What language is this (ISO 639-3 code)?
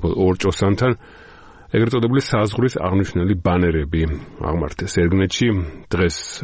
kat